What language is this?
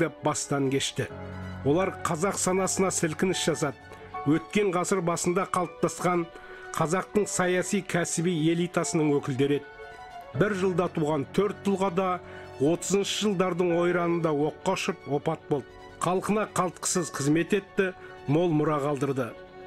Kazakh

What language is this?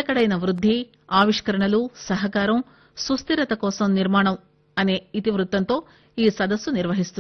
Telugu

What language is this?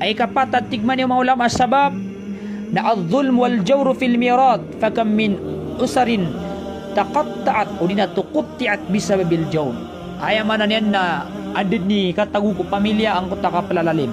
Maranao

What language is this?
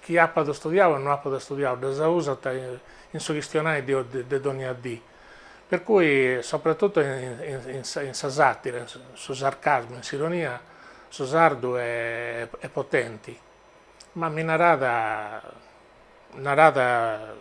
Sardinian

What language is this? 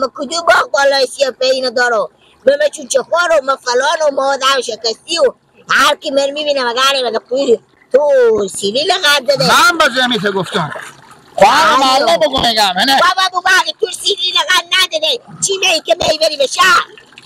Persian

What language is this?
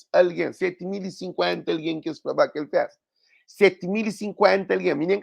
Kabuverdianu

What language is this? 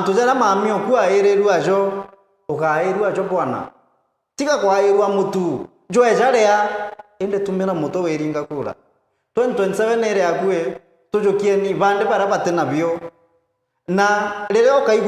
Meru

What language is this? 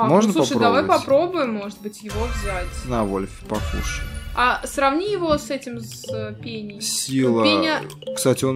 Russian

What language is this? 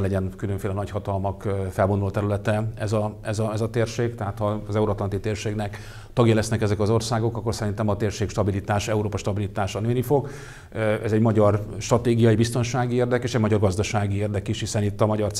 Hungarian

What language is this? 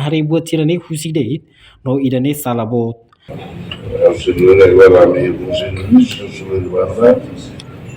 Tetum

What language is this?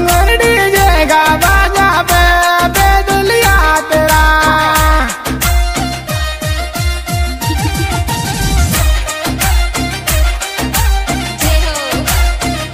Bhojpuri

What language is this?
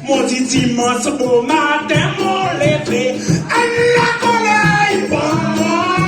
Seselwa Creole French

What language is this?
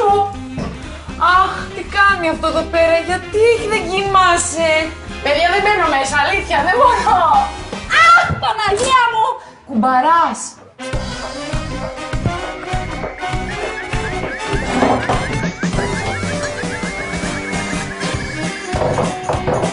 Greek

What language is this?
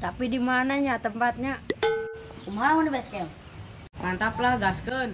Sundanese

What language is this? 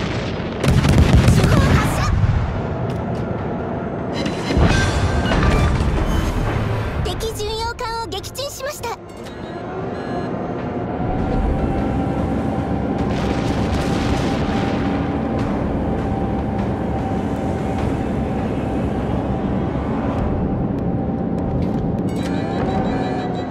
Japanese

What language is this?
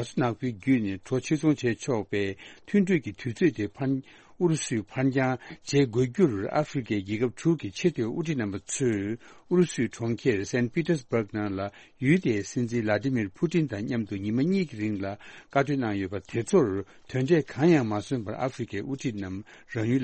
Tibetan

